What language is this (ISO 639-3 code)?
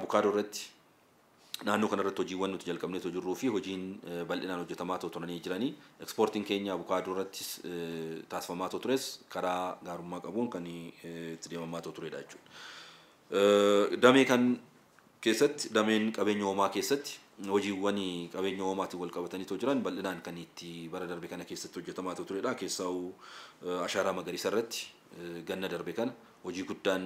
orm